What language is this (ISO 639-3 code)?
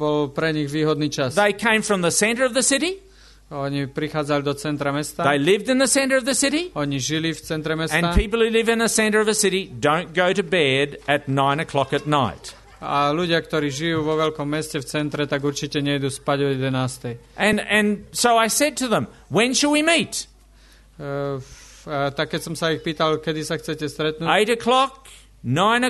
slk